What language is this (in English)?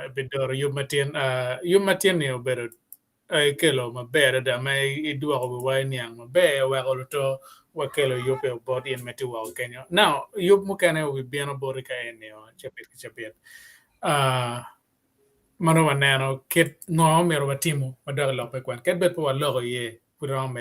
Acoli